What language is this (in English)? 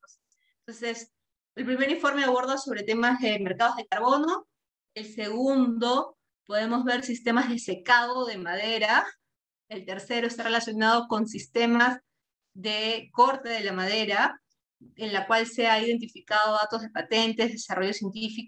Spanish